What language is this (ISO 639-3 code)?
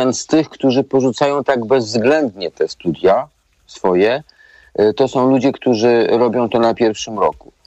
pol